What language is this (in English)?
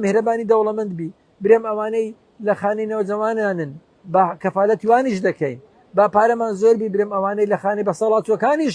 Central Kurdish